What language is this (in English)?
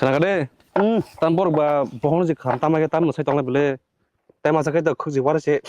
Kok Borok